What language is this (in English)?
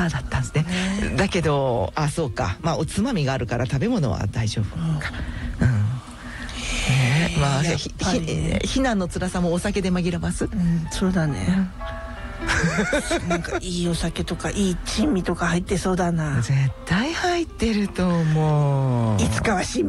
Japanese